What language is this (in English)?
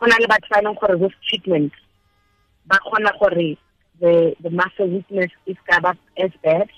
Tswana